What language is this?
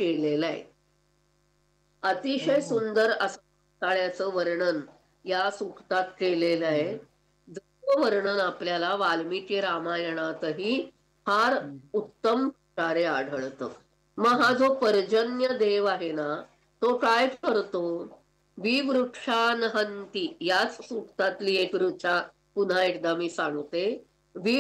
Marathi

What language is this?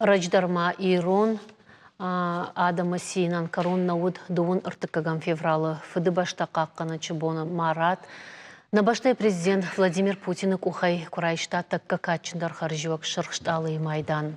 Ossetic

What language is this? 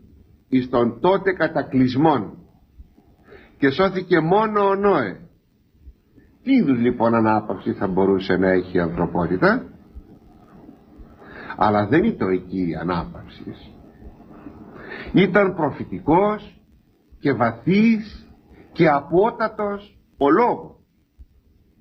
Greek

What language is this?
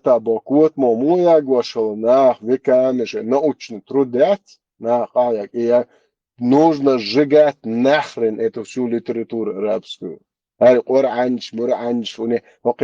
Chechen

